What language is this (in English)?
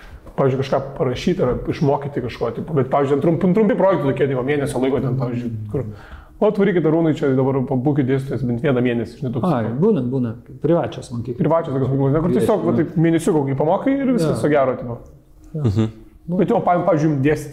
Lithuanian